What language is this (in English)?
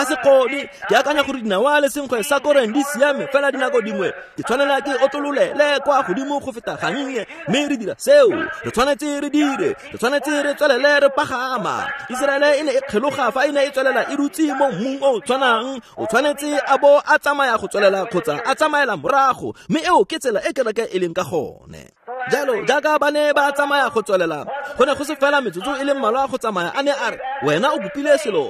Tswana